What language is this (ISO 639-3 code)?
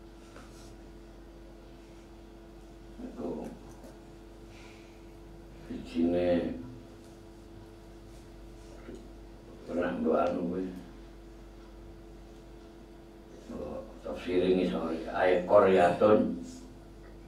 jav